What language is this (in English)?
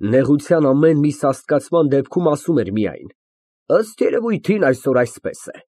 Armenian